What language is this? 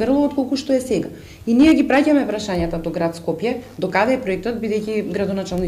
Macedonian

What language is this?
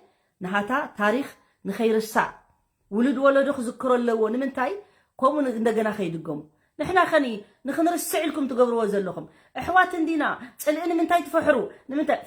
Tigrinya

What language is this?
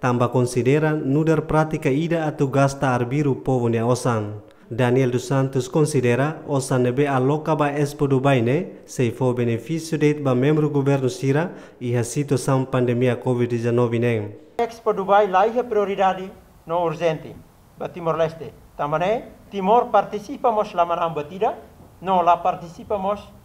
Tetum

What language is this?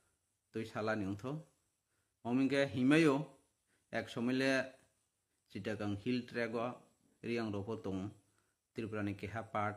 Kok Borok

